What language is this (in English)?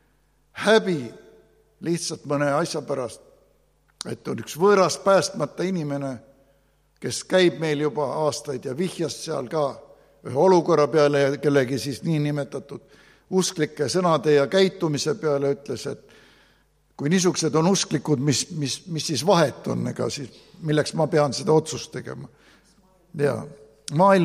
Estonian